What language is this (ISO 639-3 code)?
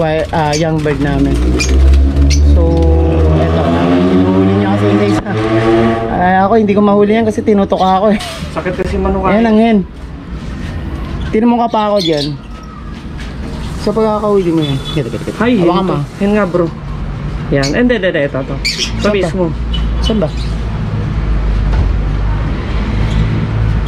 fil